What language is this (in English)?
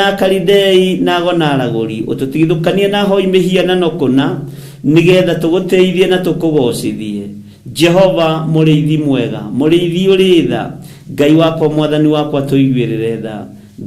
Kikuyu